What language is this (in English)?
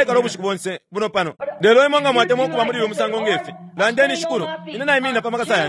Bemba